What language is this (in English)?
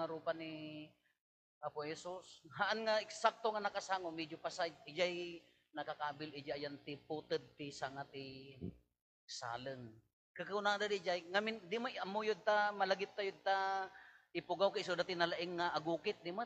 Iloko